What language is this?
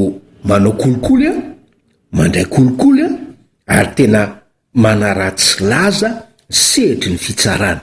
Malagasy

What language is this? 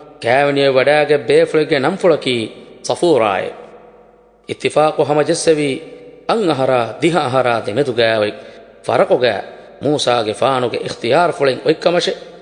Divehi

